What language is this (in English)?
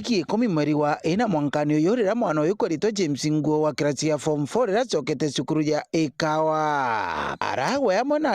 Meru